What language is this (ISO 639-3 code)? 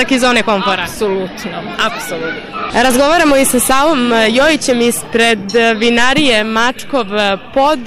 srp